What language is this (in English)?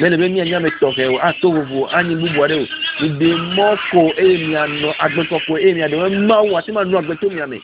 Ewe